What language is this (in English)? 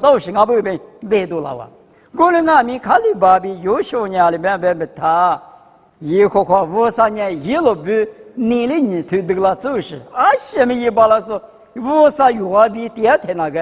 Lisu